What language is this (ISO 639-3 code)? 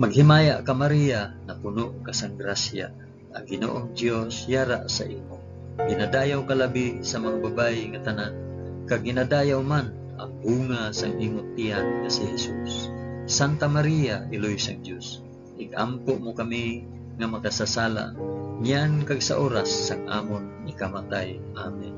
hil